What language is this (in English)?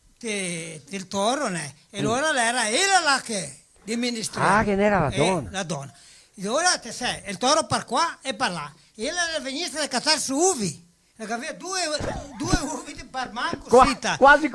Venetian